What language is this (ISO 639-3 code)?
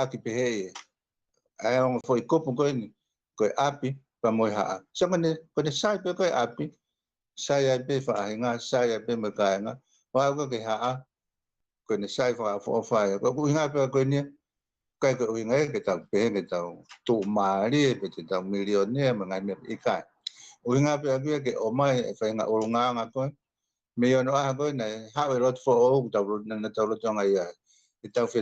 ton